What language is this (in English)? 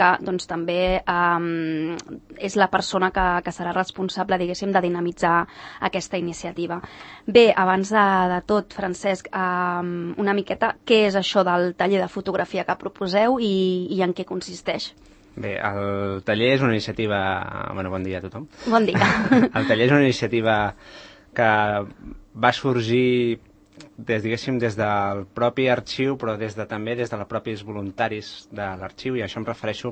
Catalan